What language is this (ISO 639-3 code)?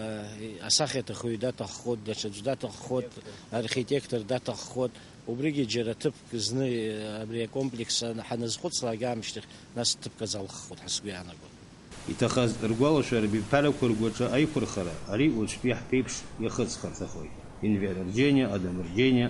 abk